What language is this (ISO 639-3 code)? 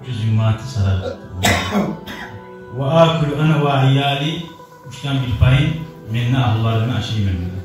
kum